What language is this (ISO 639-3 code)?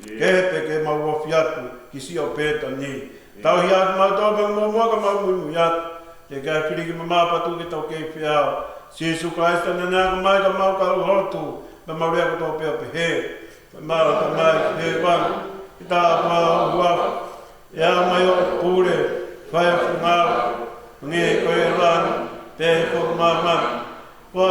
ton